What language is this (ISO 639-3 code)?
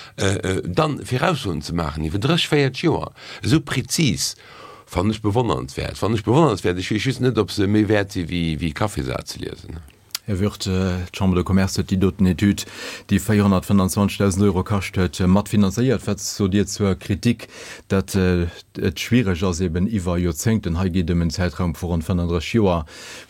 ltz